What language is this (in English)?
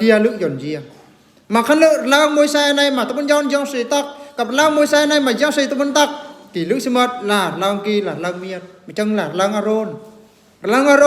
Eastern Bru